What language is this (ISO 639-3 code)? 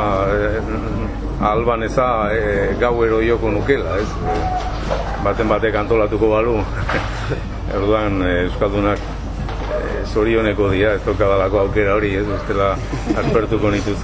eus